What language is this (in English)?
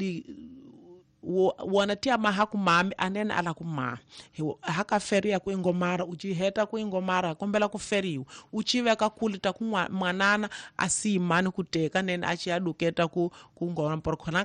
Tsonga